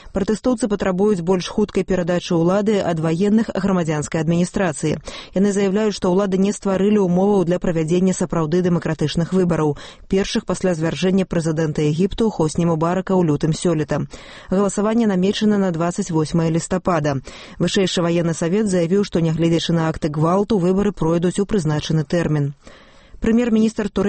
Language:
Belarusian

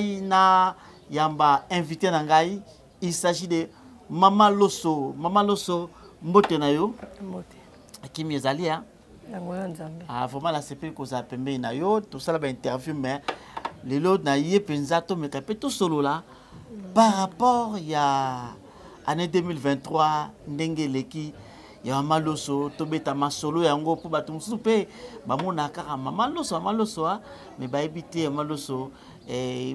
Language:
Lingala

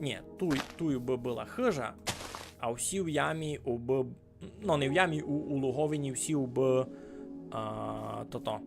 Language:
Rusyn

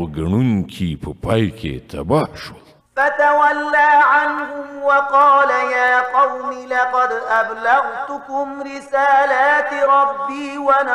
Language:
Pashto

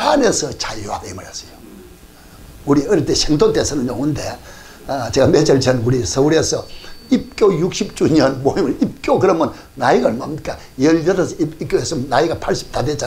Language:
Korean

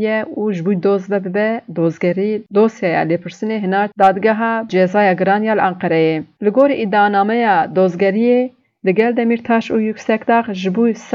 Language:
Kurdish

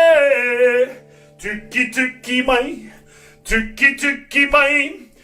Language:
Māori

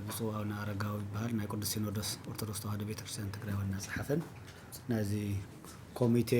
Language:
Tigrinya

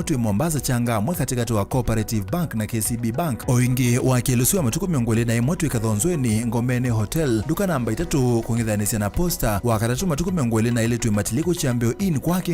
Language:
Kamba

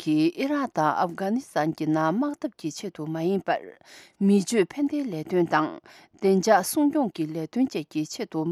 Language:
Tibetan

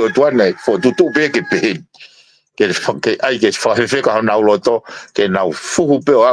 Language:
Tongan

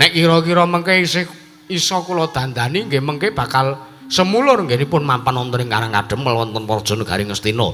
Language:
Javanese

